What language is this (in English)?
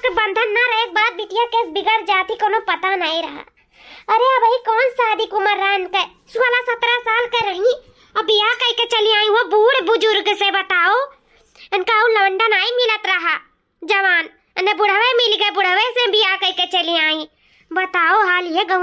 Awadhi